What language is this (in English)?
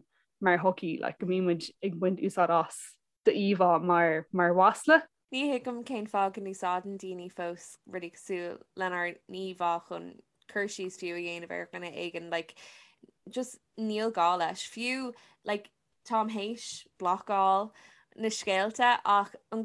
Irish